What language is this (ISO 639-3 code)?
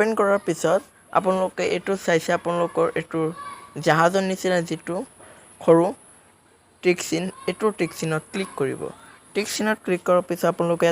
asm